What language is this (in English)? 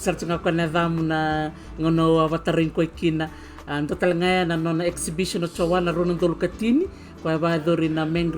Fijian